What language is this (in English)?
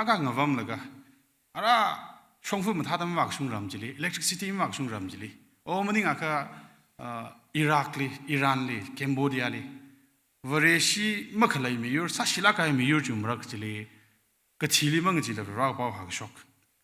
Tangkhul Naga (India)